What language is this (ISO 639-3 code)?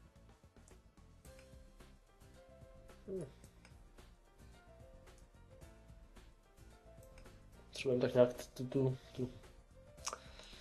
ces